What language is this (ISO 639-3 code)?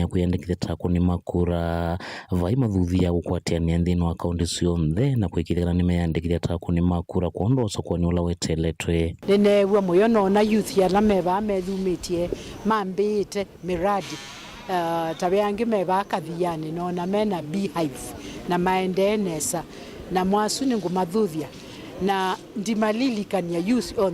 kam